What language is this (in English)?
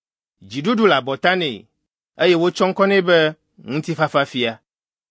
Ewe